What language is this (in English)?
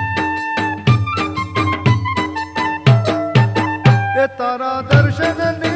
Gujarati